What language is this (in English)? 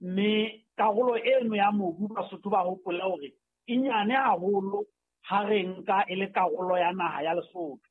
Southern Sotho